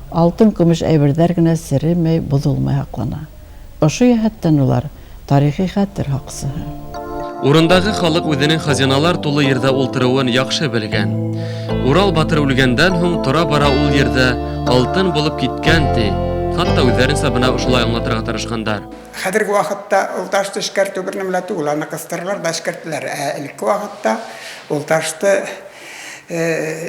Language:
Bashkir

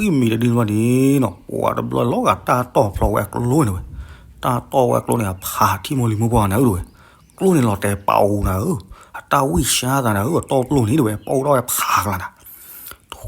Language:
S'gaw Karen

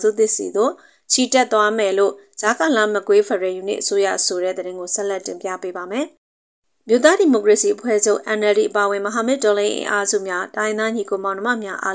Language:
Burmese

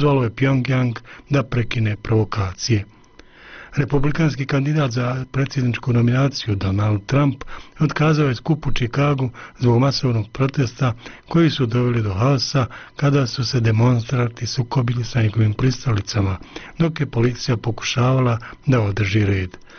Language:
Bosnian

